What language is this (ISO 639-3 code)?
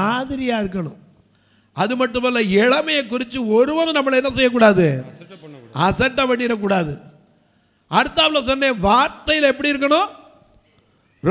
tam